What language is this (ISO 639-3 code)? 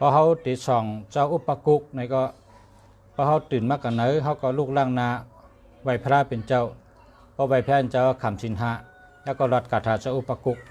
shn